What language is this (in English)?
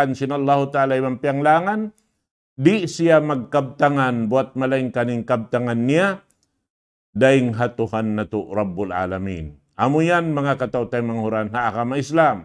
Tausug